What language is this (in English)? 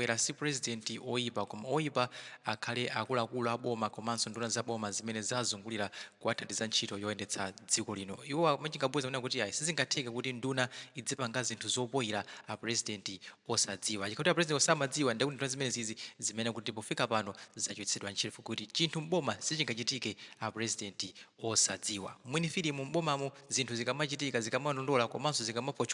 Nyanja